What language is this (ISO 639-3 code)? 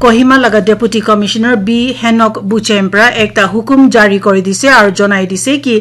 nag